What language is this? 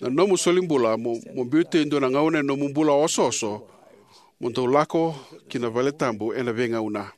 Fijian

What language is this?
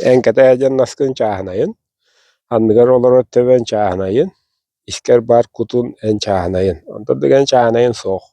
Yakut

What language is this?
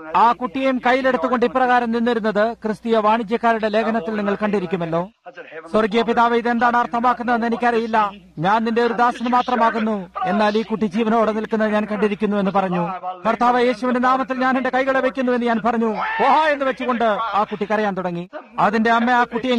Malayalam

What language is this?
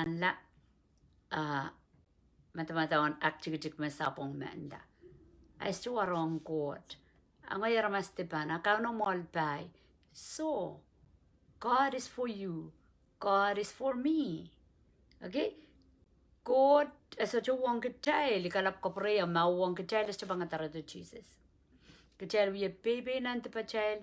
Pohnpeian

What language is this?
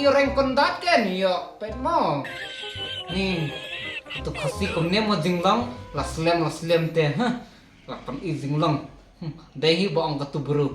Khasi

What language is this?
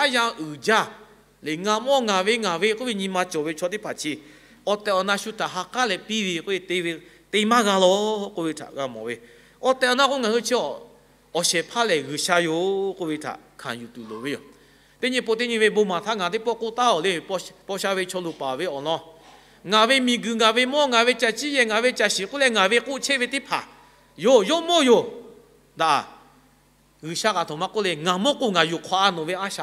Lahu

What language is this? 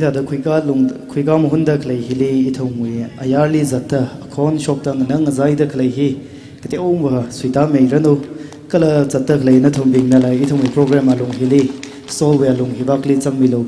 Tangkhul Naga (India)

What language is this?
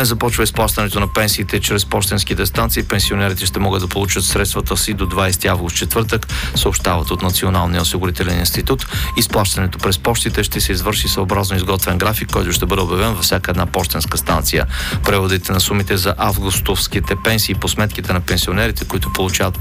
Bulgarian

